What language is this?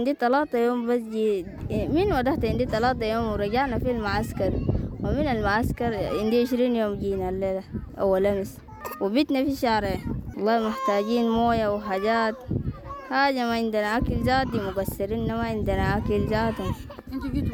Sudanese Arabic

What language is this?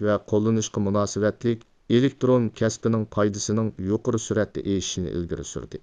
Uyghur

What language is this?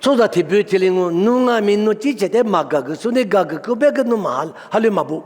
Lisu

